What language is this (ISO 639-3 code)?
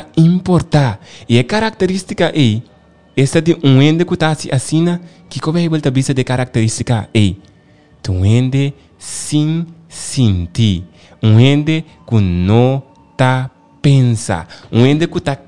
pap